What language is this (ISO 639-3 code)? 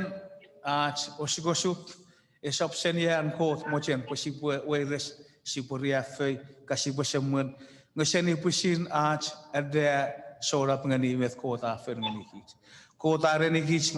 chk